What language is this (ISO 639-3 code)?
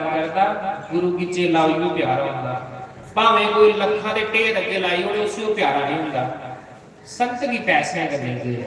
doi